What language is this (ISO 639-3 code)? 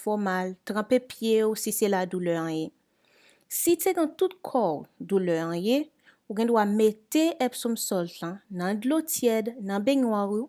hat